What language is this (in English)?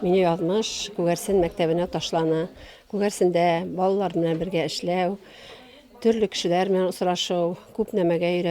Bashkir